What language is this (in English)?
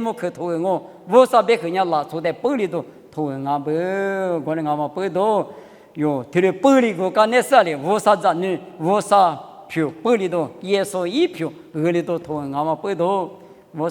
Lisu